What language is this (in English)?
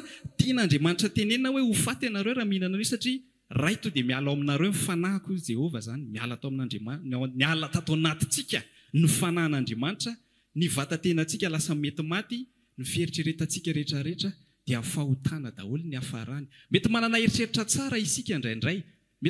Malagasy